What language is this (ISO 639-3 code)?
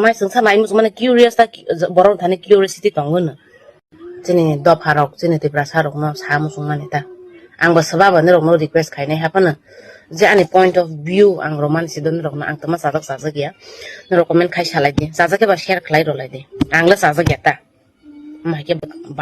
trp